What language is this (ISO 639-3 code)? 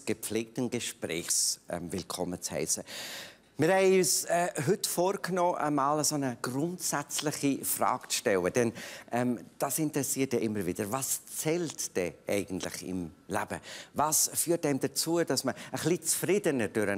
gsw